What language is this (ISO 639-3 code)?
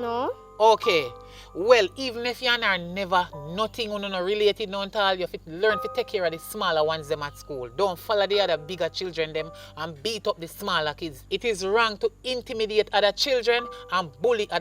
jam